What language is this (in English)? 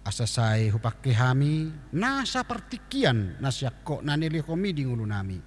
Batak Toba